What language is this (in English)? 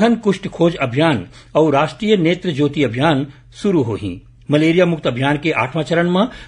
Chhattisgarhi